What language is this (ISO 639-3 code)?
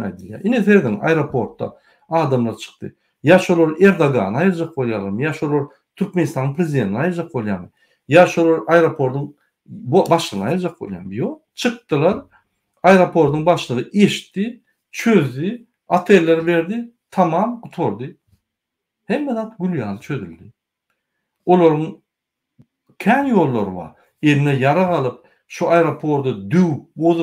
tuk